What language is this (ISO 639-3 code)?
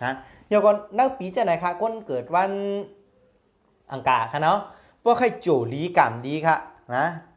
shn